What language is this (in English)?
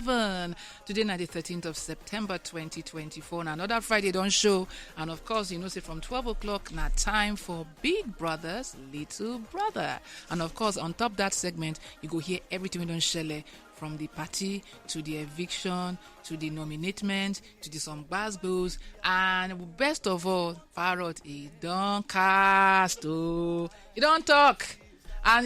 Nigerian Pidgin